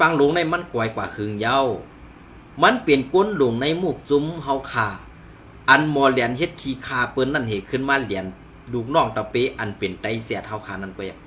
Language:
Shan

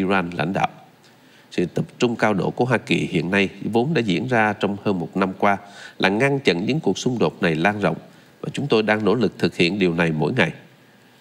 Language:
Vietnamese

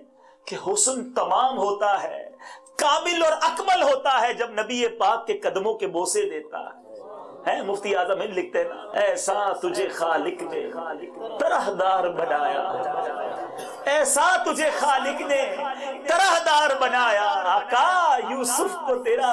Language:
Urdu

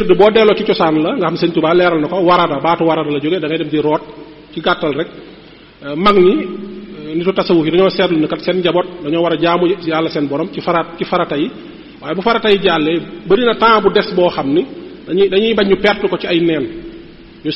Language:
Wolof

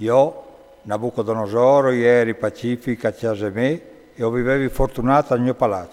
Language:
Friulian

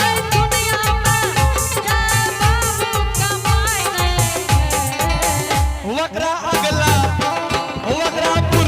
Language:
Angika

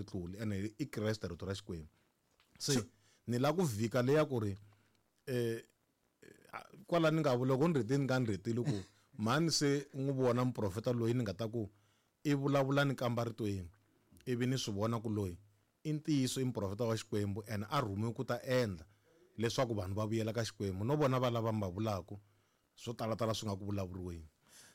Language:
Tsonga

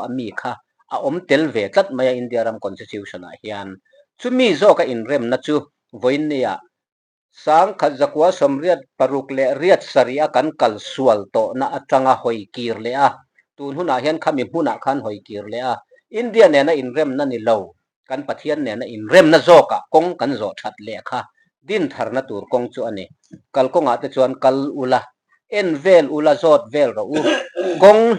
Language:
Mizo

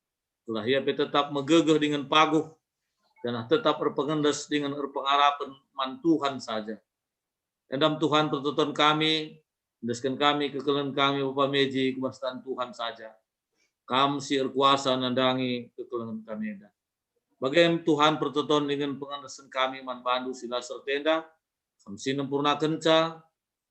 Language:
Batak Karo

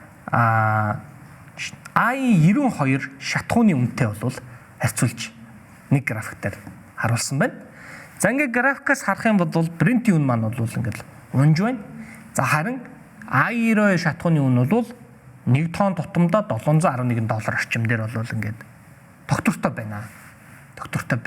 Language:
Mongolian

